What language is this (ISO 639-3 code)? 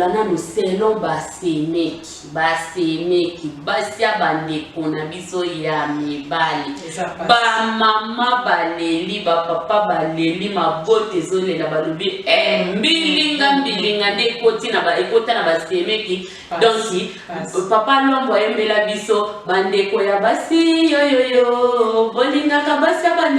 lin